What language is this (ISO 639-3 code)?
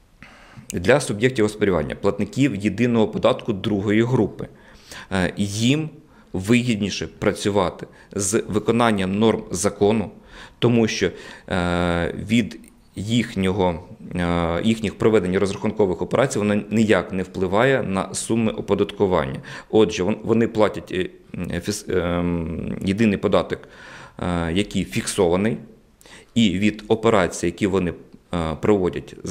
ukr